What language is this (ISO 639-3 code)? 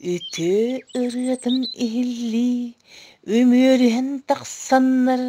sah